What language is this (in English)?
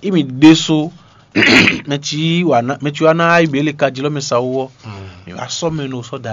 Fon